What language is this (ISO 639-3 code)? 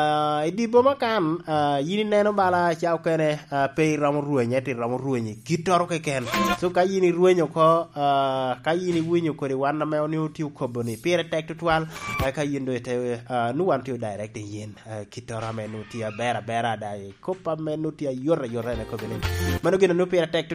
laj